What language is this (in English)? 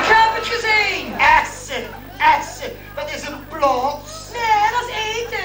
Limburgish